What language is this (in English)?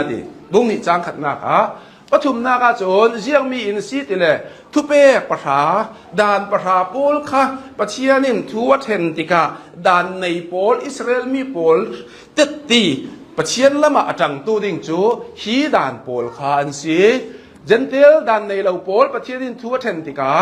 Hakha Chin